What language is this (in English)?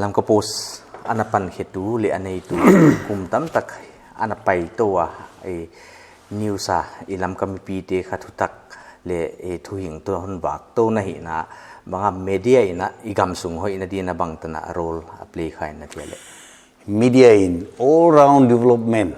Paite Chin